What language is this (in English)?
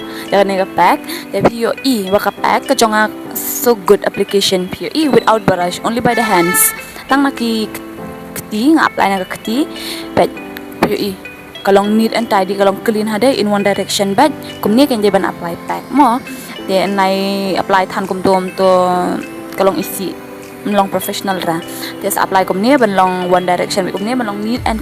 Khasi